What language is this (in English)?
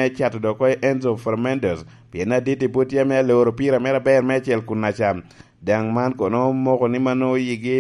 Lango (Uganda)